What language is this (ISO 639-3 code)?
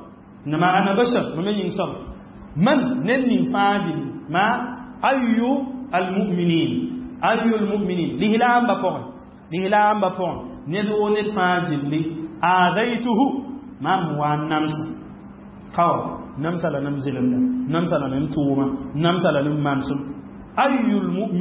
mos